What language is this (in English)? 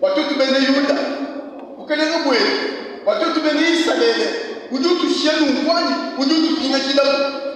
Luba-Lulua